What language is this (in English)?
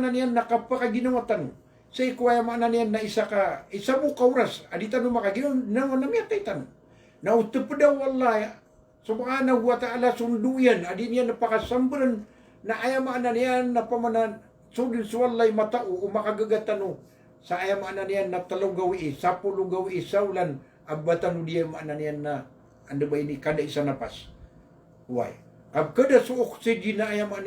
Maranao